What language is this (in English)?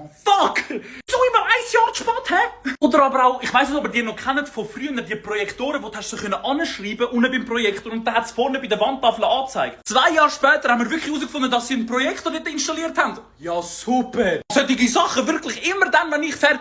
Swiss German